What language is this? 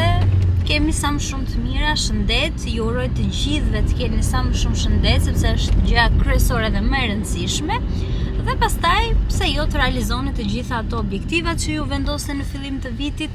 Albanian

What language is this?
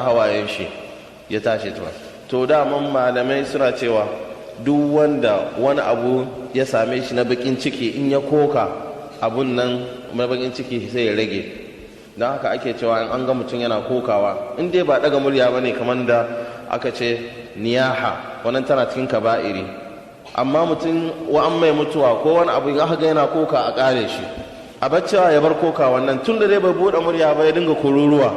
Hausa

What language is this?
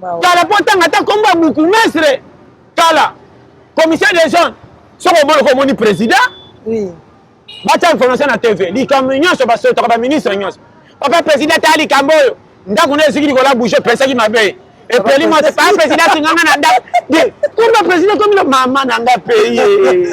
Lingala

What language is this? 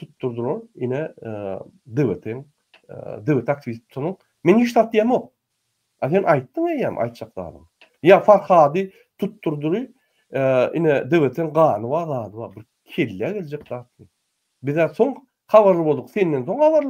Turkmen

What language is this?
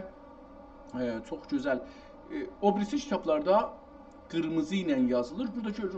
South Azerbaijani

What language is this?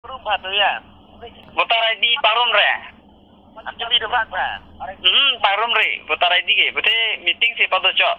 Karbi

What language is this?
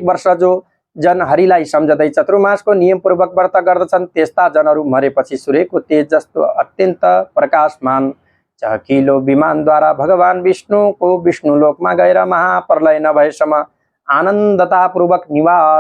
Nepali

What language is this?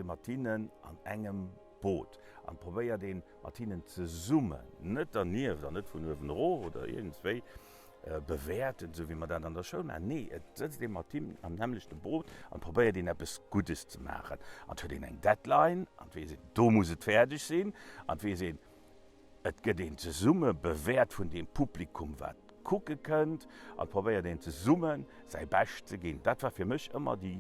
Luxembourgish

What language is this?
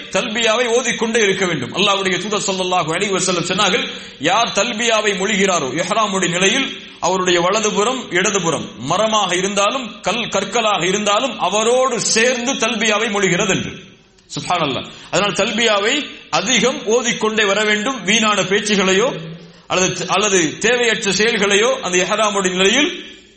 Tamil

